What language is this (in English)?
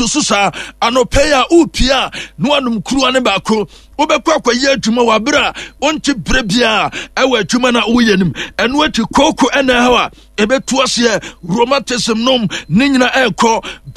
Akan